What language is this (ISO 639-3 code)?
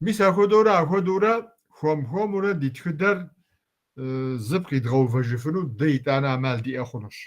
kbd